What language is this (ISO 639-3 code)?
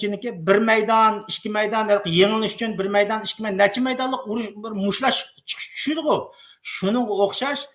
uig